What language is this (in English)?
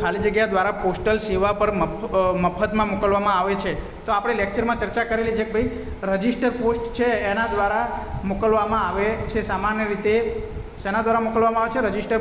Gujarati